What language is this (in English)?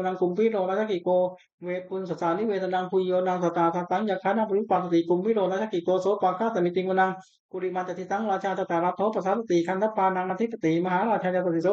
Pali